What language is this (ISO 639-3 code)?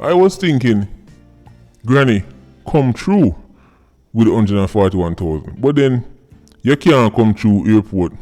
jam